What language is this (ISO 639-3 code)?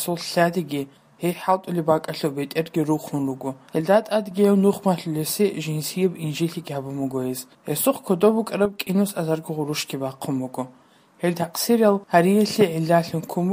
ava